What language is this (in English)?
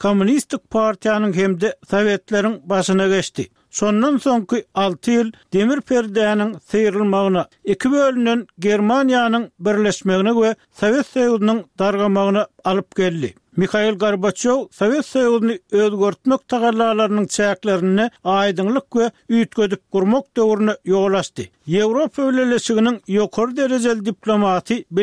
Turkmen